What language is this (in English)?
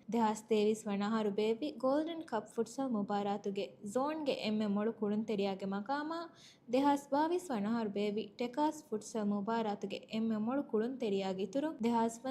Divehi